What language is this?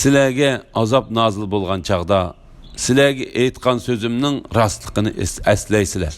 Uyghur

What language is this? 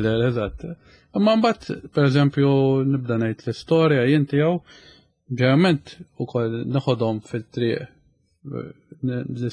Maltese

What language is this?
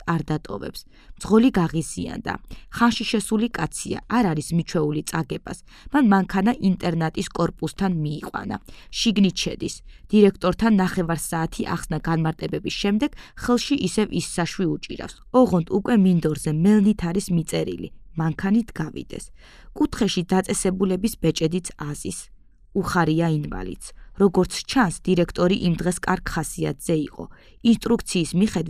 Georgian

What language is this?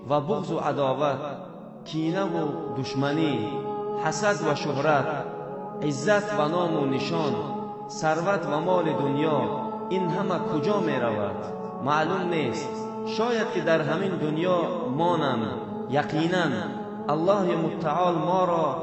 Tajik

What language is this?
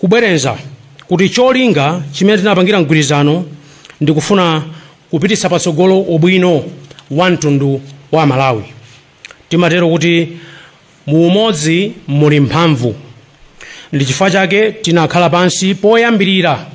Nyanja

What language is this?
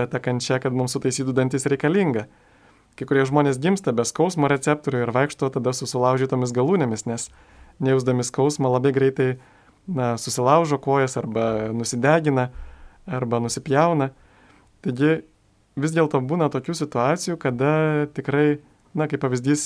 Lithuanian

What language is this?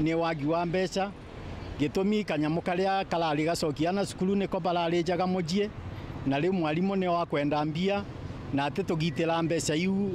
Meru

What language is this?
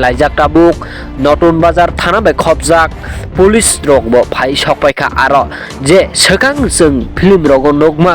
Kok Borok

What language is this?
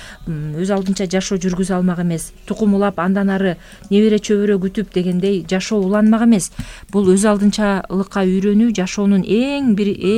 Kyrgyz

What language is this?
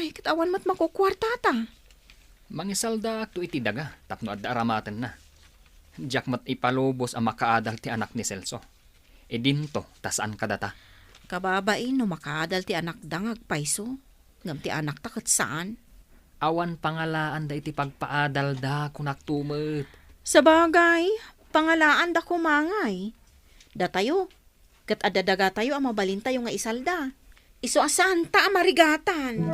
Iloko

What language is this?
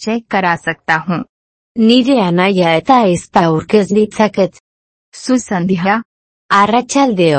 Basque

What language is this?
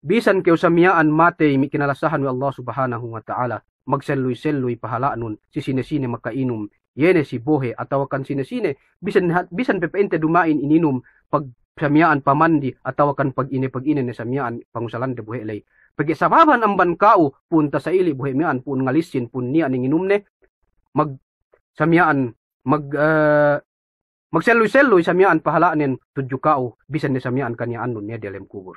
Yakan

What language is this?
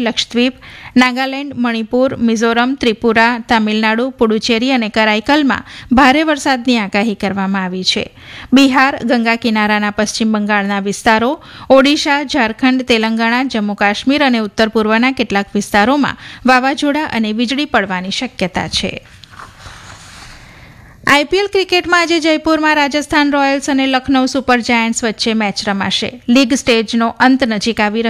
Gujarati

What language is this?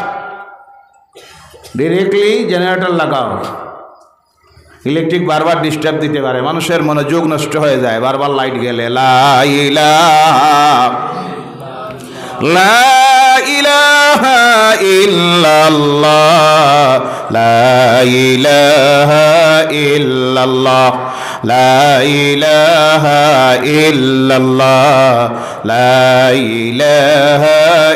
Bangla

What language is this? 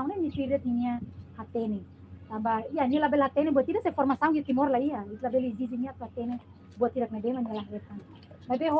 Tetum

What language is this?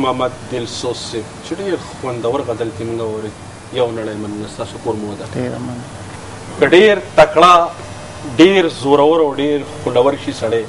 Pashto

